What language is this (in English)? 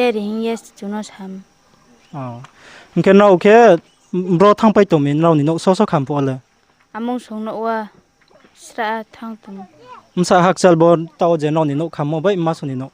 Riang (India)